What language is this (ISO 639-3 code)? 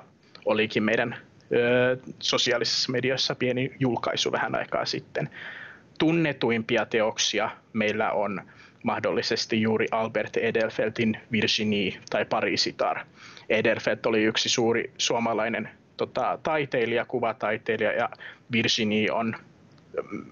fin